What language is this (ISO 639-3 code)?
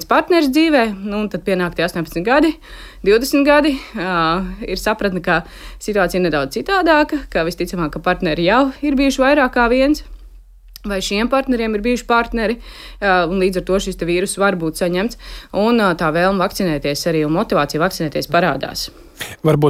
lav